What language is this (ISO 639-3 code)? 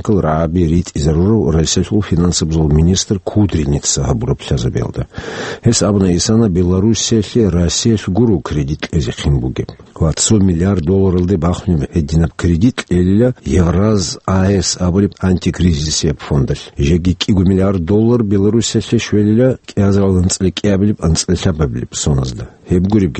ava